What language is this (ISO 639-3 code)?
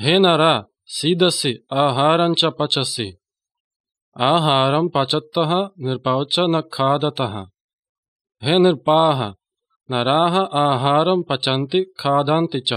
san